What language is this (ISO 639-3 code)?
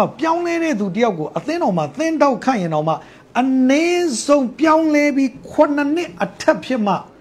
mya